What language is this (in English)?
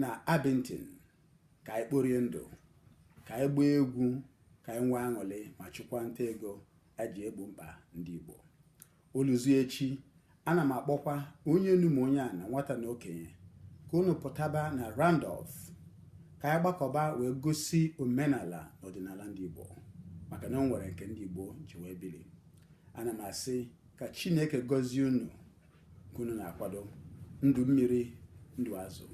Igbo